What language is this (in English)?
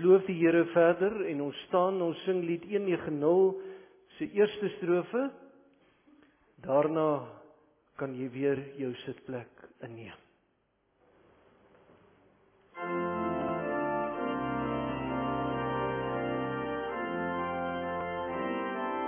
Afrikaans